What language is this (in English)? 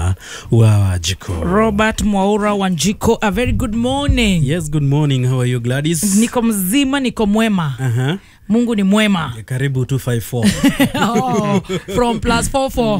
Kikuyu